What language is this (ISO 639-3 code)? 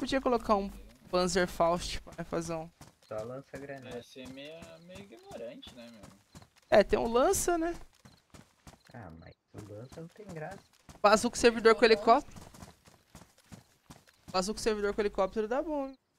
por